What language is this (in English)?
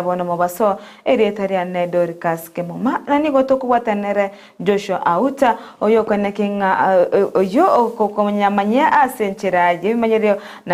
Gusii